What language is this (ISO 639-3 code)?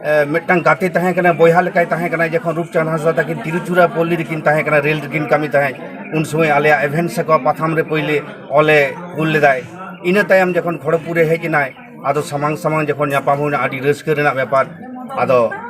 sat